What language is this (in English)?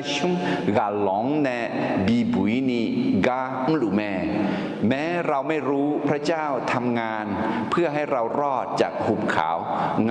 Akha